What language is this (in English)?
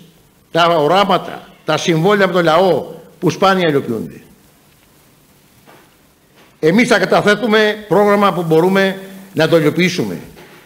Greek